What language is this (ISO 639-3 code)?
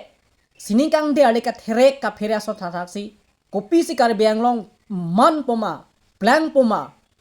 mjw